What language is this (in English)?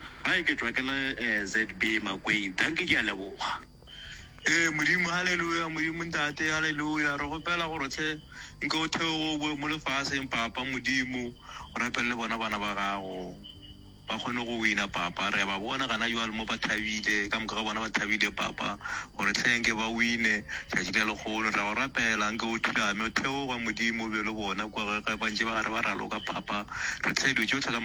Northern Sotho